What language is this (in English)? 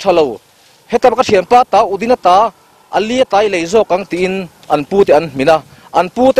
Mizo